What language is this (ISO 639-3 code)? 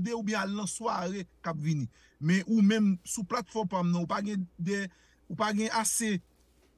hat